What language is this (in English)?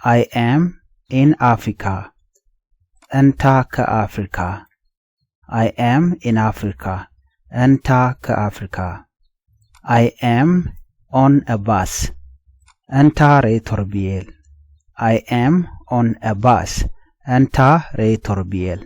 Nuer